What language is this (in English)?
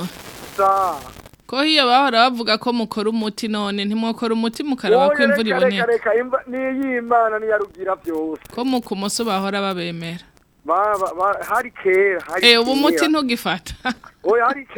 Rundi